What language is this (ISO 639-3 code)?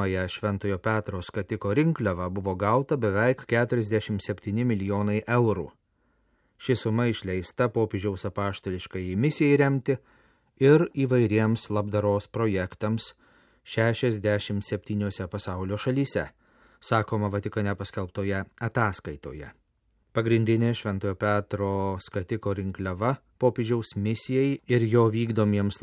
lit